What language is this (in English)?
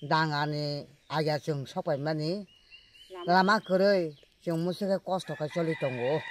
Kok Borok